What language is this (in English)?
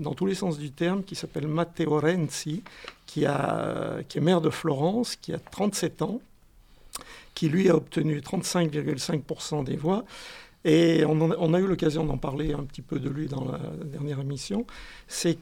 French